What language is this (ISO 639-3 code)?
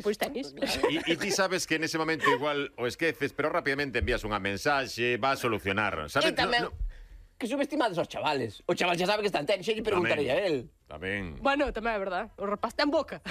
glg